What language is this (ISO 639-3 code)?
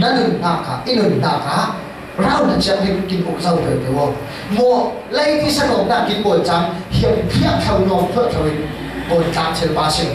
cfm